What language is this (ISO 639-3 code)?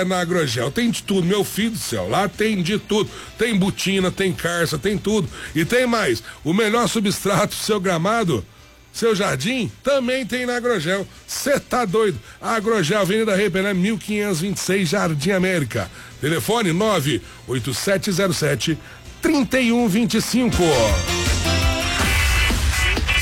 por